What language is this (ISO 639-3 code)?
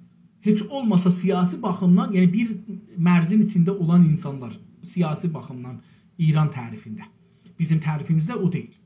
azb